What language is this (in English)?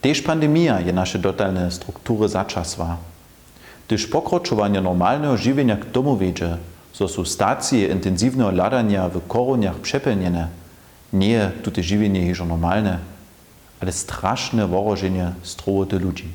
Upper Sorbian